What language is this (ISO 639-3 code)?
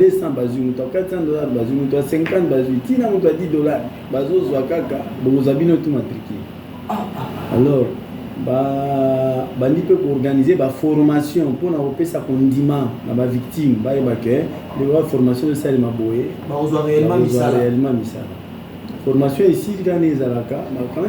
lin